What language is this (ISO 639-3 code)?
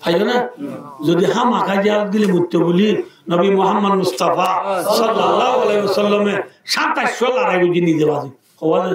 rhg